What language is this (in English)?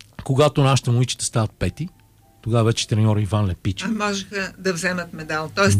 Bulgarian